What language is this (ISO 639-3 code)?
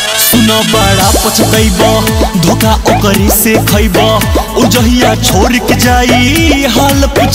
bho